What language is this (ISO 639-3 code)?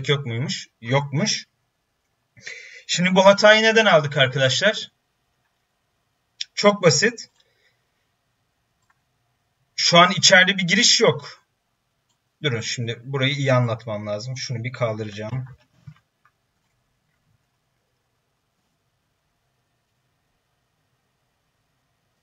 tur